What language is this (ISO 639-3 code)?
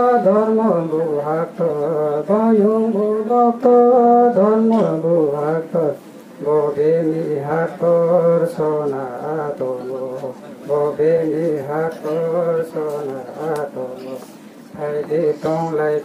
ria